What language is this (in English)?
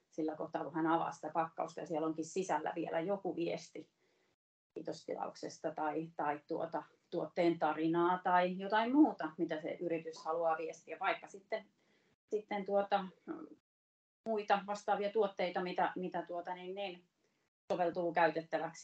Finnish